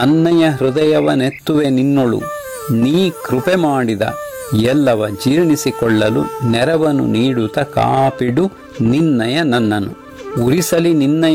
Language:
Kannada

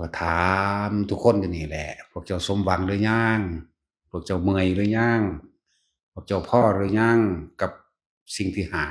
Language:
Northeastern Thai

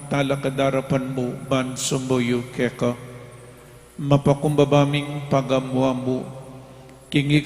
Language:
Pampanga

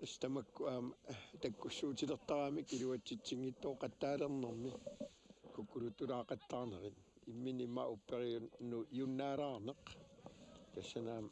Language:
Kalaallisut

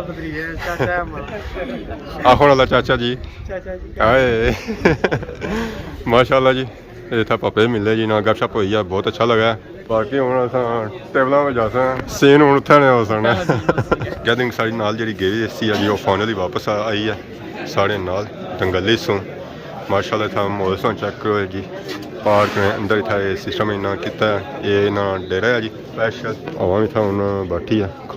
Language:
Pahari-Potwari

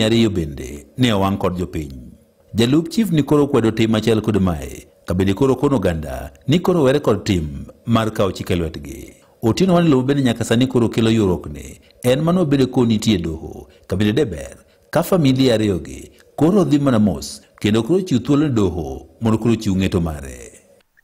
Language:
Luo (Kenya and Tanzania)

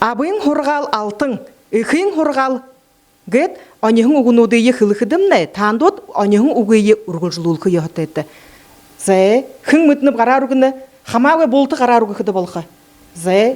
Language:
Buriat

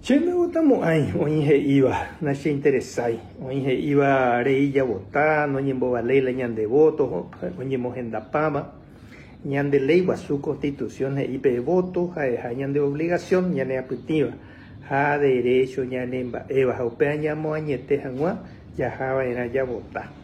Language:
Guarani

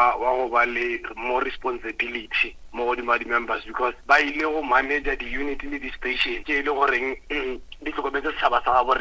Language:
Northern Sotho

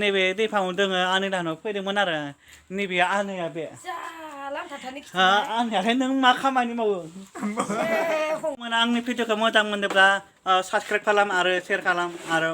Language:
Bodo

